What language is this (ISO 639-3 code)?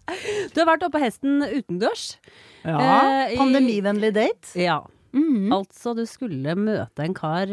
nor